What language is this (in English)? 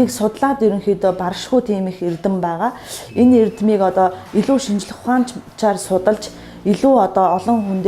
Mongolian